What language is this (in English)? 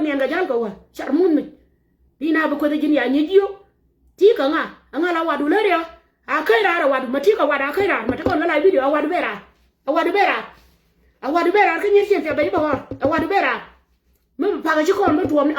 Nuer